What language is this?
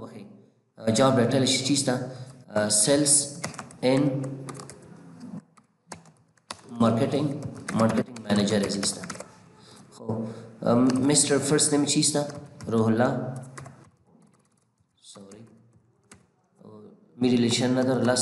Persian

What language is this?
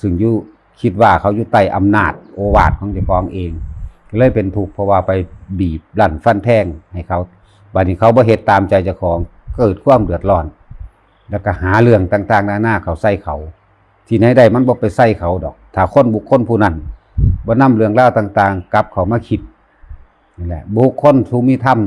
Northeastern Thai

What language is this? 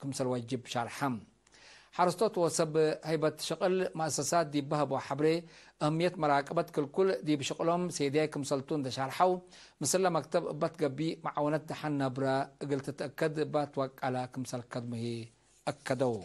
Tigre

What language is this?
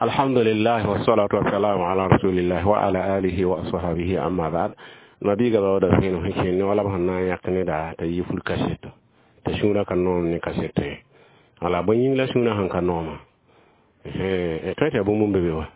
Mossi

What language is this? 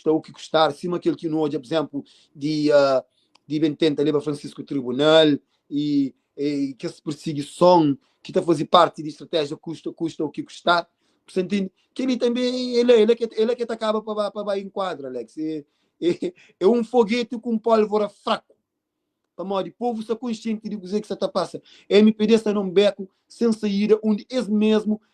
Kabuverdianu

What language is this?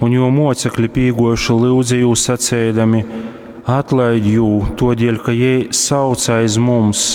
Latgalian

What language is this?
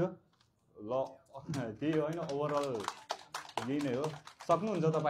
Nepali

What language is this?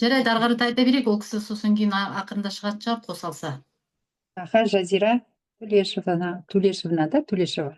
Kazakh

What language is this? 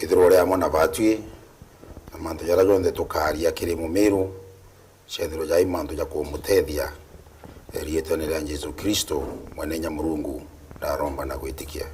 Meru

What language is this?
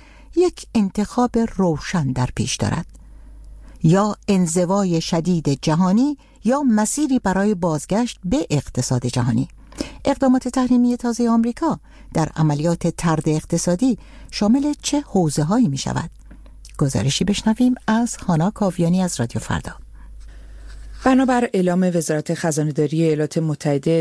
Persian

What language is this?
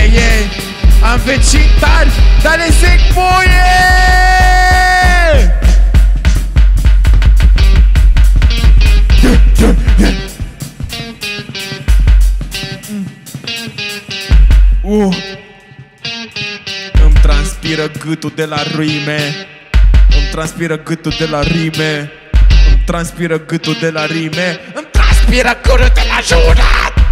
Romanian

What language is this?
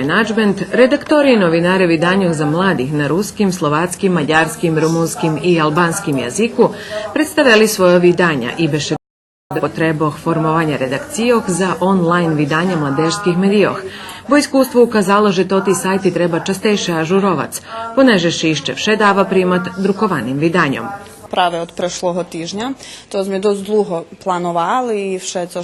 Rusyn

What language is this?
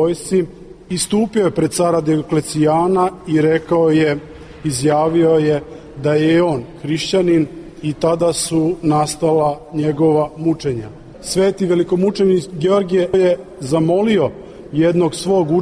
Serbian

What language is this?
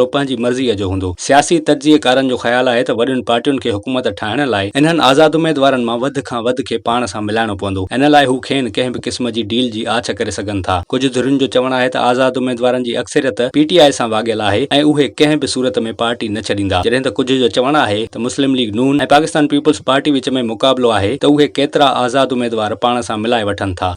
Sindhi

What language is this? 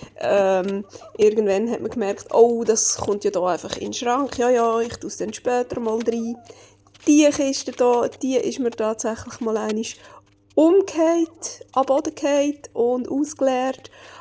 Swiss German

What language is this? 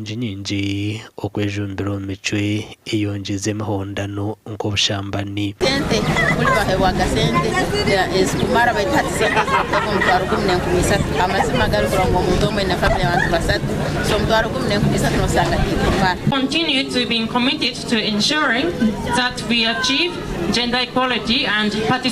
Nyankole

